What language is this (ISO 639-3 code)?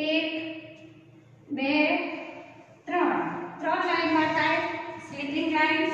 guj